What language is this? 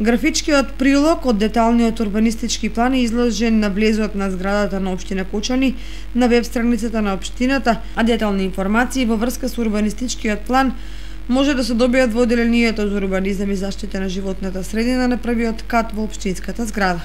Macedonian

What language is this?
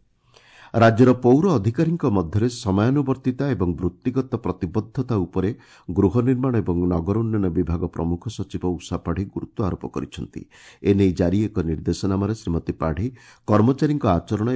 Odia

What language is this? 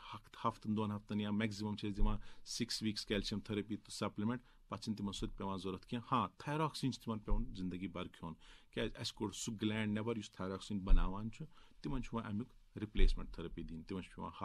Kashmiri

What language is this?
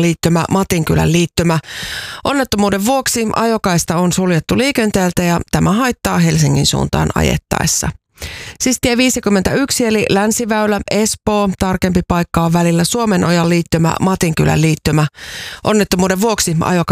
Finnish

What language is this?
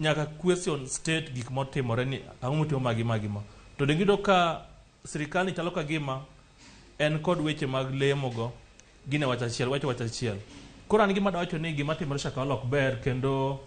Luo (Kenya and Tanzania)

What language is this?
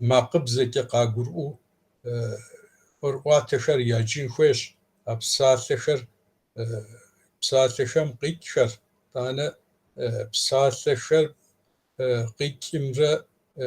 Kabardian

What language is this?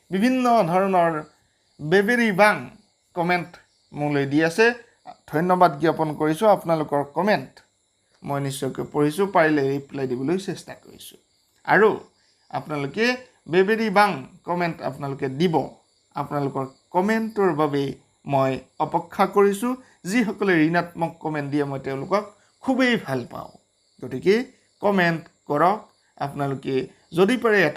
Assamese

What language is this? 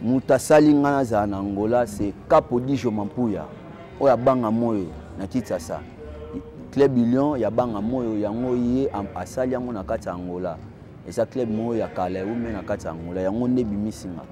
Lingala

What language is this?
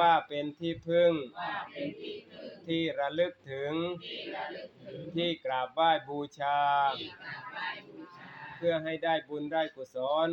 Northeastern Thai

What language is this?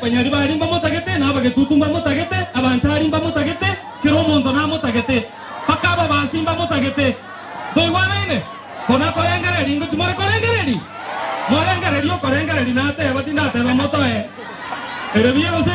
Gusii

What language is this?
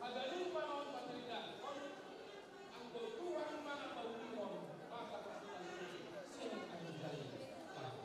Batak Simalungun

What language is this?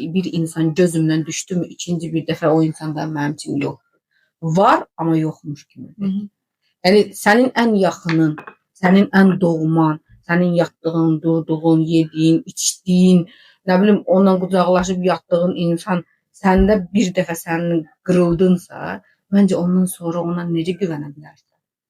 Azerbaijani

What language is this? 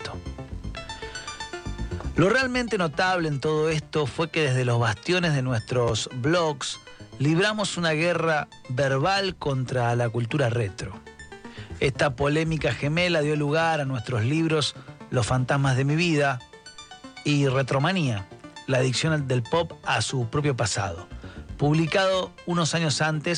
Spanish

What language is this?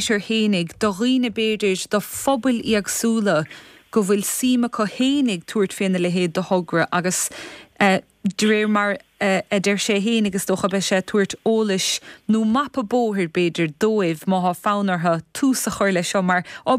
Irish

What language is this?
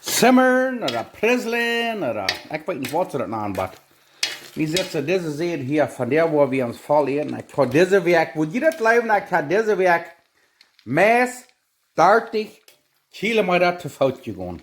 Plautdietsch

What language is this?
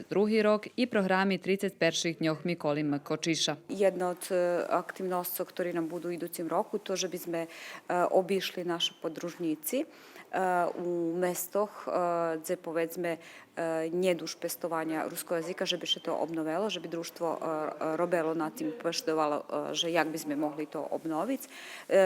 Rusyn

